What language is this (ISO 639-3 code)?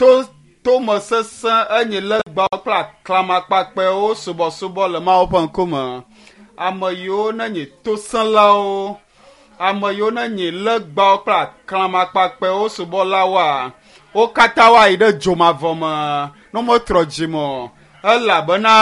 ewe